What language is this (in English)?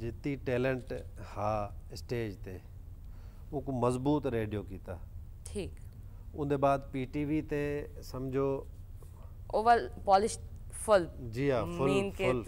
Saraiki